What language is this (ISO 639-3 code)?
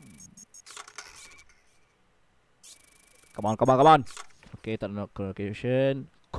msa